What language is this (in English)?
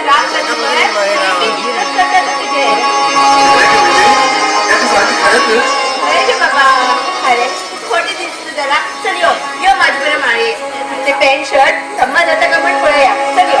Konkani